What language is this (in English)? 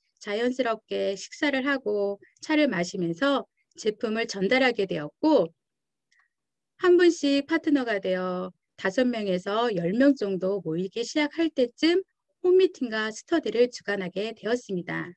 Korean